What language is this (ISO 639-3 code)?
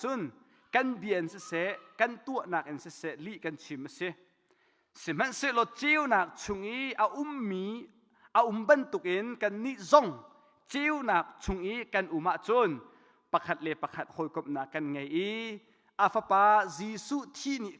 cnh